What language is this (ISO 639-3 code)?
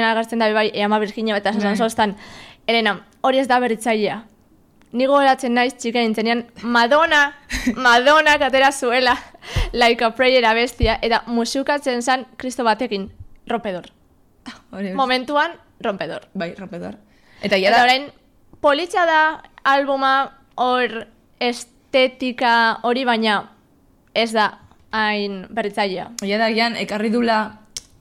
eus